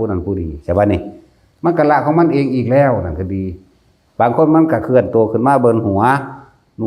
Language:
Northeastern Thai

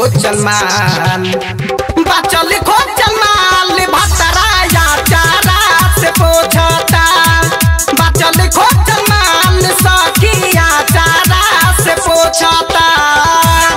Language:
Bhojpuri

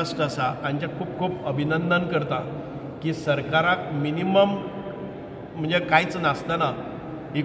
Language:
Konkani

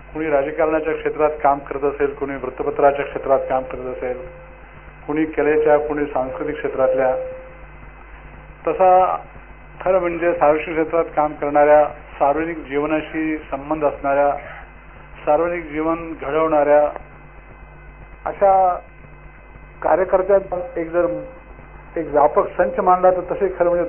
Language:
Marathi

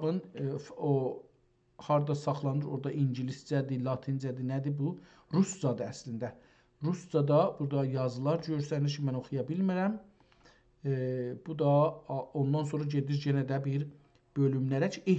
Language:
South Azerbaijani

